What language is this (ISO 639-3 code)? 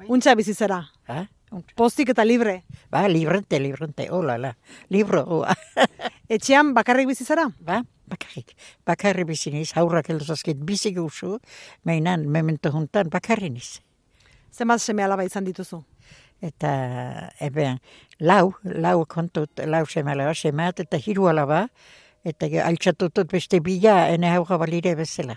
eus